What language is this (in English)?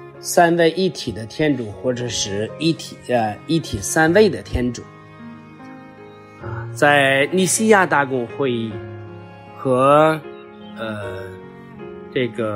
Chinese